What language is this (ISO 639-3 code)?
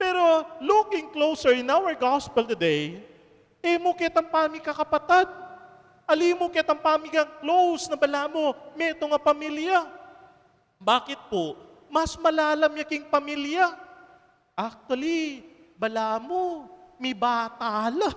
pam